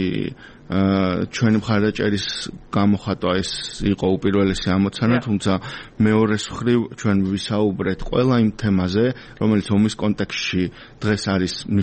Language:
Georgian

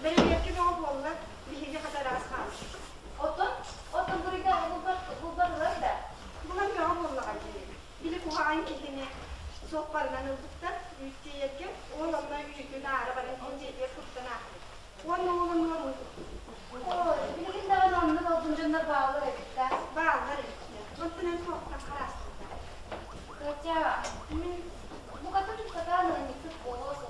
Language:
Yakut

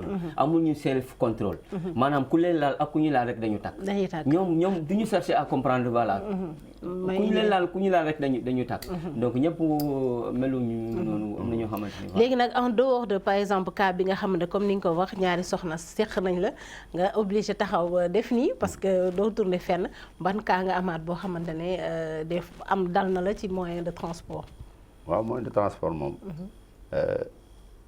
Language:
Wolof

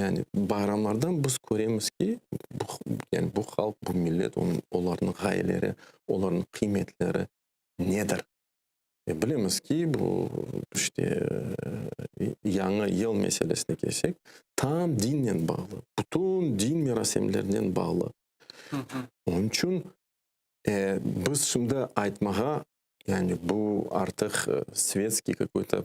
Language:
Crimean Tatar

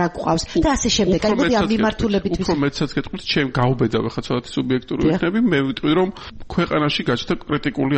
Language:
Georgian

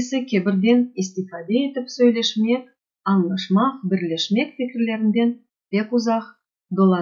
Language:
Crimean Tatar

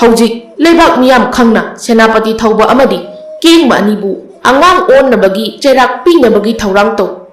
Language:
Manipuri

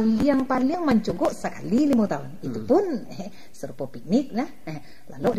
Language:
Minangkabau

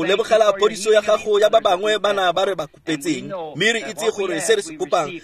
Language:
Tswana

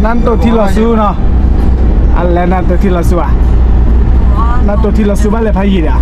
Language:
S'gaw Karen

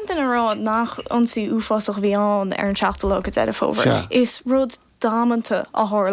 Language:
Irish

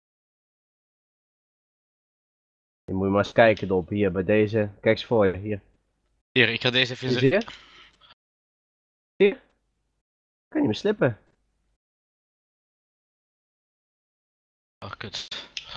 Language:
Dutch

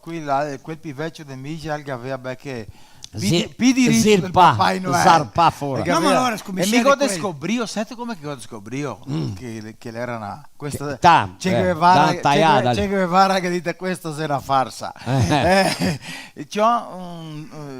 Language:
Venetian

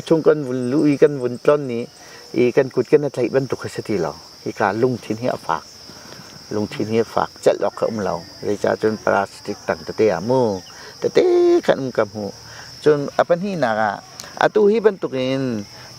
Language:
Hakha Chin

